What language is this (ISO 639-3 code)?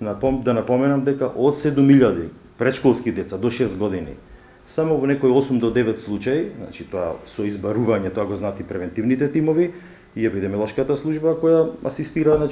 mkd